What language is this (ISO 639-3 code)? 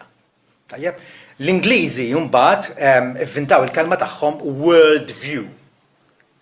mlt